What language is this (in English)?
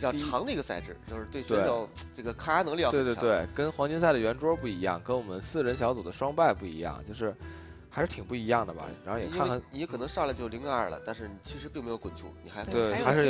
Chinese